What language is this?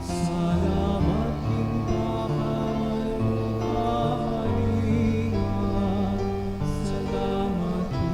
Pampanga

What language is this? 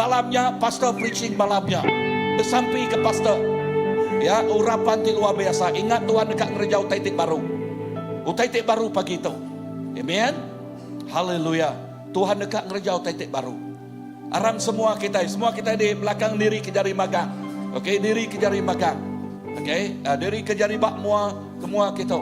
Iban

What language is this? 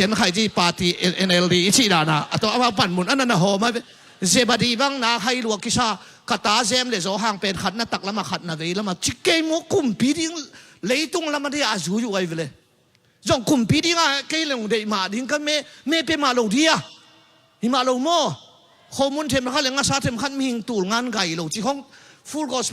Tedim Chin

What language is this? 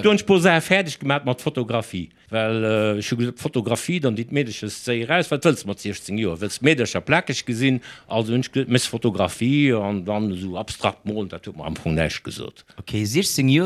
Luxembourgish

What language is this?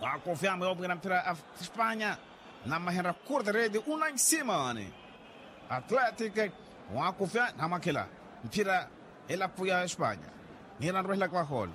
Makhuwa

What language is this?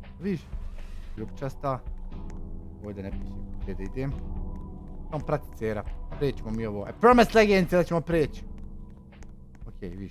Croatian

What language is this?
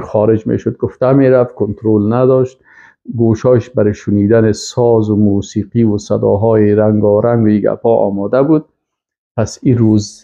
Persian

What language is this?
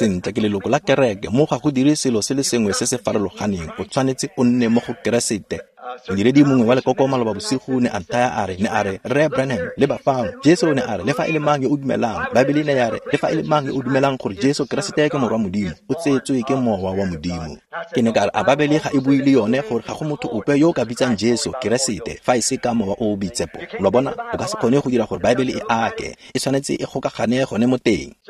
Tswana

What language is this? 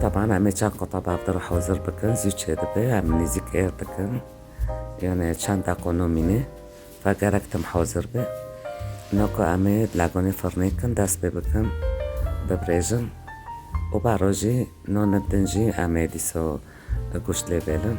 Kurdish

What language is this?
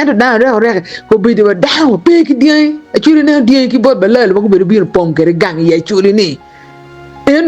Acoli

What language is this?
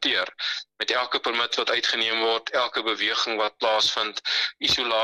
Afrikaans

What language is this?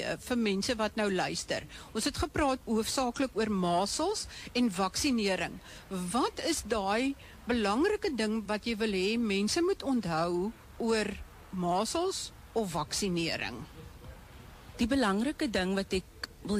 Afrikaans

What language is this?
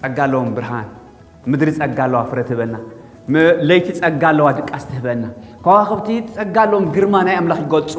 Tigrinya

